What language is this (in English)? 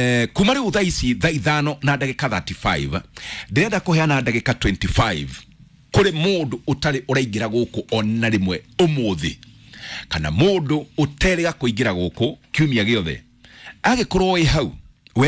Kikuyu